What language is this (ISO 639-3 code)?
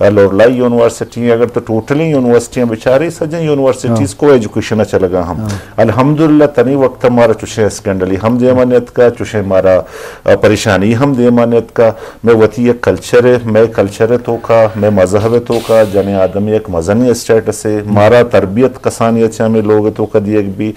bgp